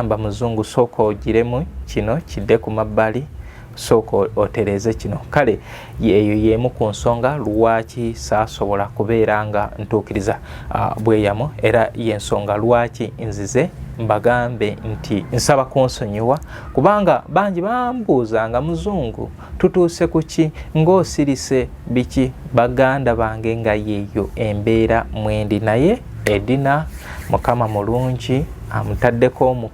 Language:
Ganda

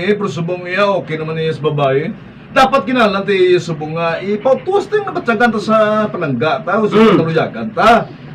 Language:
Hiligaynon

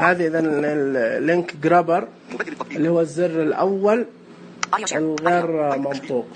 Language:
Najdi Arabic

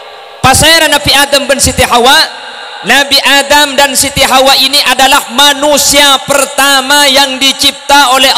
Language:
Madurese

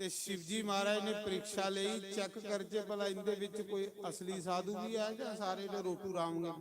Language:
Dogri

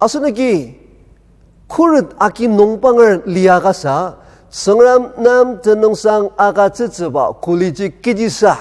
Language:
Ao Naga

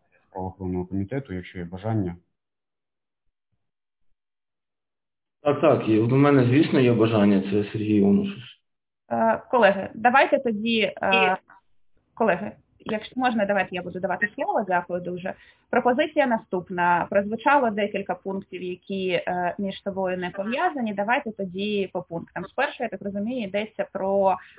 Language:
Ukrainian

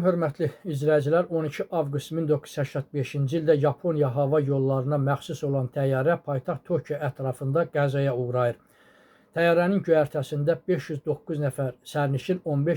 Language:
Azerbaijani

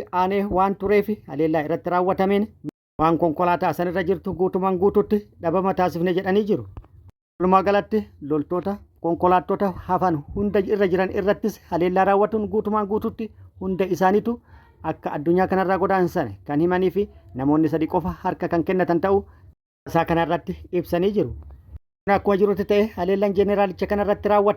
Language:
Oromo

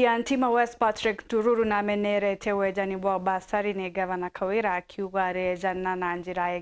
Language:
Meru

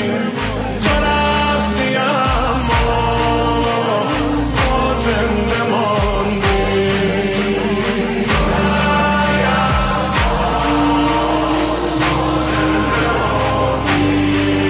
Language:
Persian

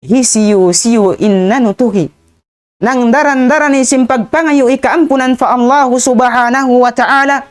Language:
Tausug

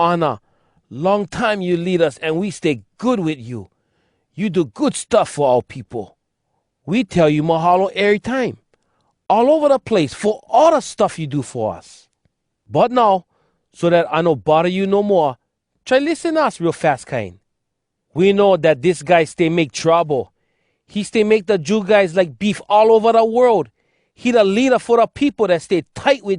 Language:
Hawai'i Creole English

